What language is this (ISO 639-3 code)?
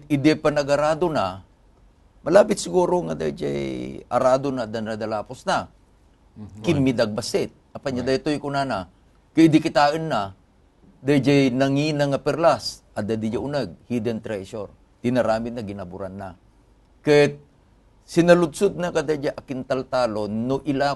ilo